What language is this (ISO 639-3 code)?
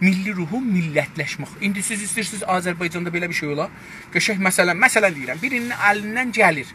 azb